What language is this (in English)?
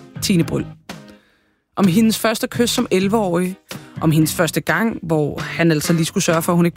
Danish